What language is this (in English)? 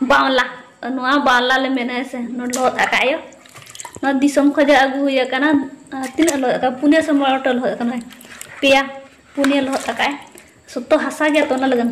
Santali